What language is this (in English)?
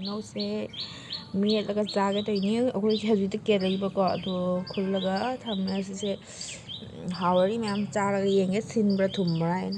Manipuri